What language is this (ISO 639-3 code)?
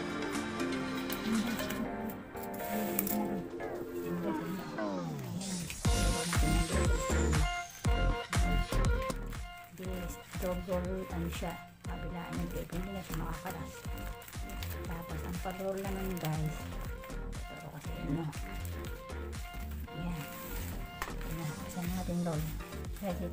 fil